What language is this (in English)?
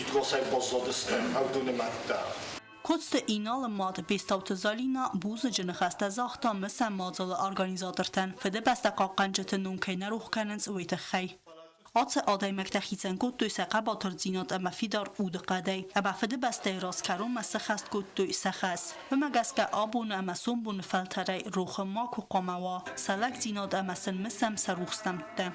Ossetic